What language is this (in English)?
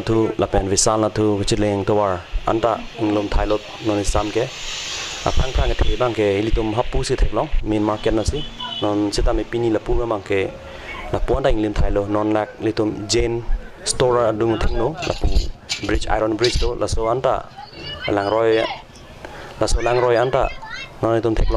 Karbi